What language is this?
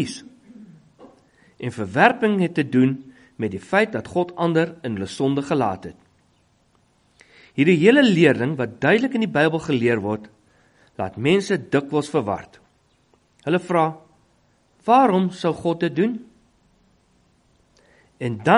Afrikaans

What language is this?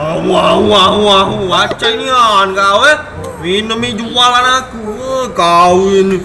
Musi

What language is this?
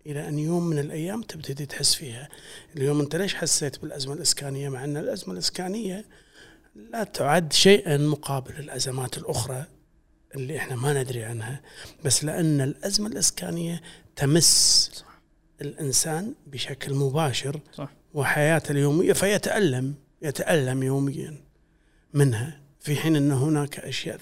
Gulf Arabic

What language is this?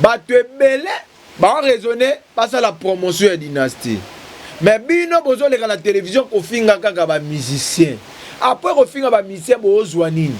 Lingala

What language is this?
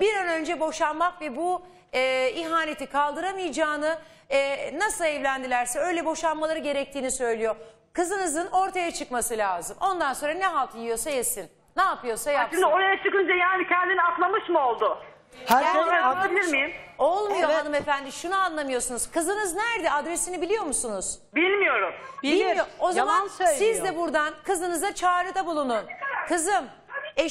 Turkish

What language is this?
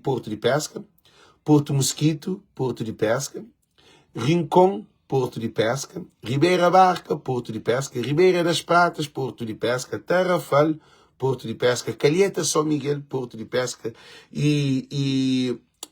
Kabuverdianu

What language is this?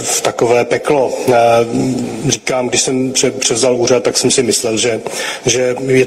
Czech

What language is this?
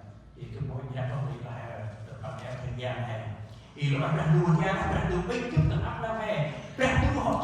Central Mnong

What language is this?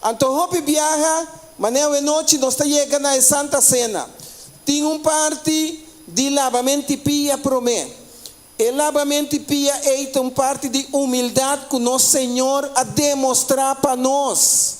Papiamento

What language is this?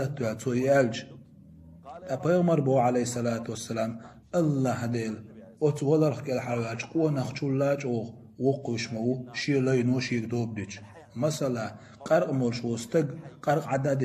Chechen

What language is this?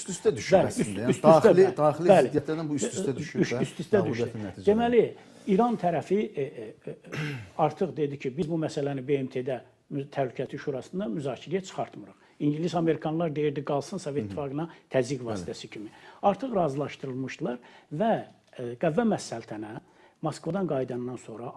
Azerbaijani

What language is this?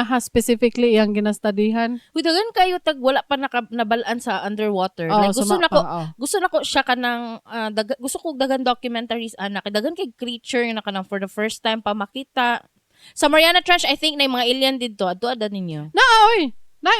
Cebuano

